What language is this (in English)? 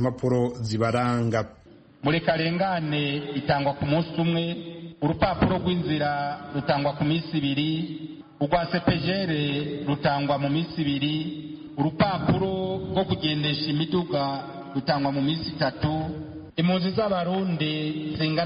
Kinyarwanda